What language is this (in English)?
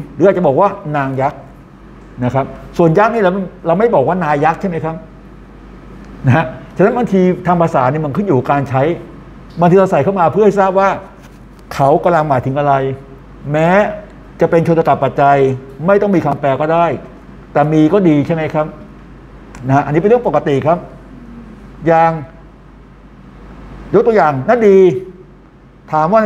Thai